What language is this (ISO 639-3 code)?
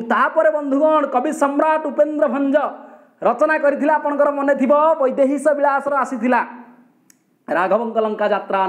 ori